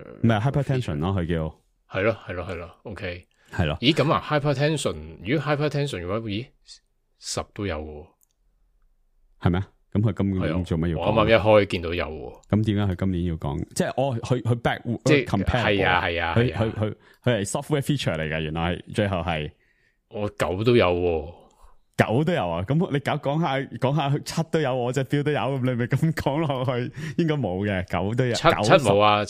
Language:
Cantonese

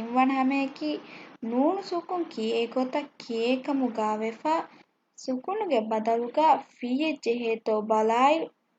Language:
Divehi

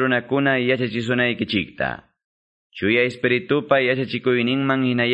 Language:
Quechua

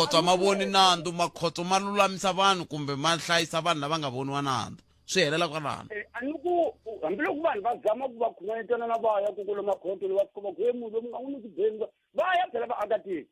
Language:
Tsonga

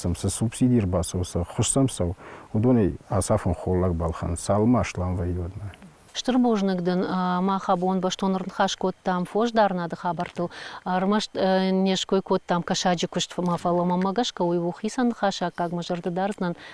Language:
Ossetic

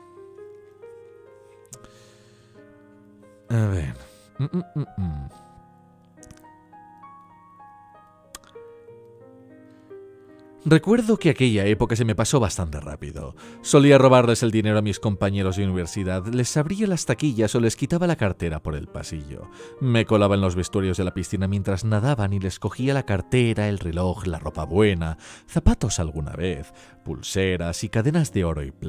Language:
Spanish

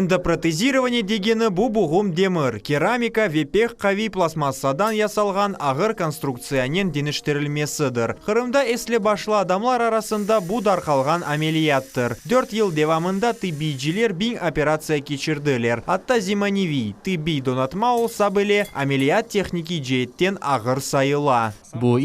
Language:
Crimean Tatar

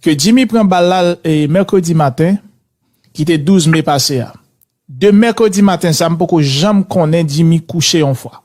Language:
Haitian Creole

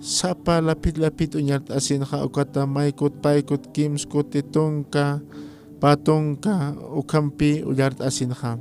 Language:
Aymara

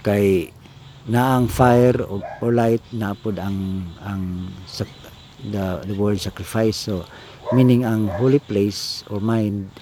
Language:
Cebuano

